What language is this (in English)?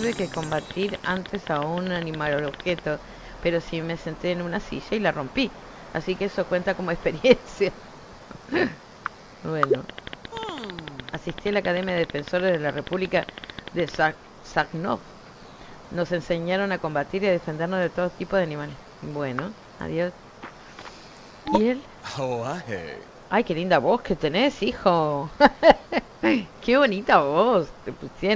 Spanish